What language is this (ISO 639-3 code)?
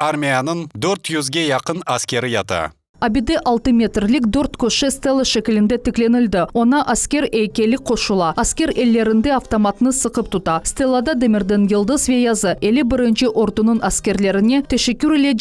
crh